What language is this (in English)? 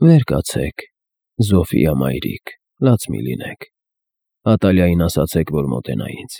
Armenian